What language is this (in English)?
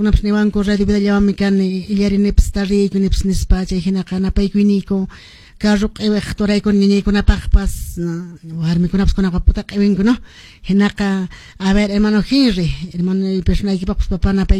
Quechua